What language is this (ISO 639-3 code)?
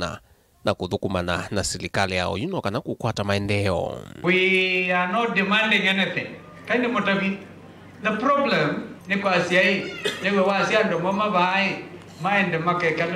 kam